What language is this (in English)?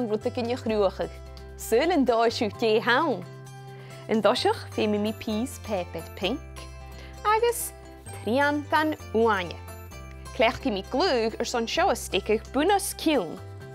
Scottish Gaelic